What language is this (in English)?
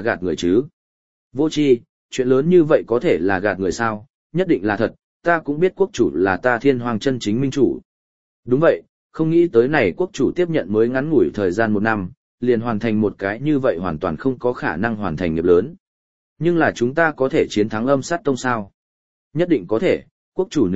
Vietnamese